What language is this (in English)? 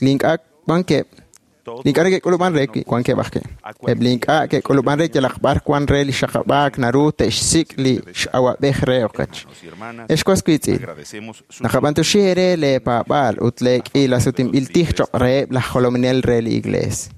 Kekchí